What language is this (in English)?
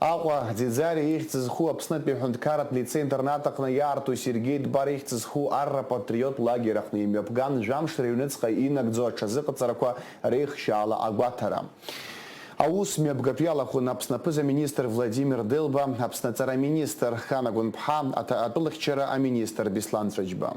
Abkhazian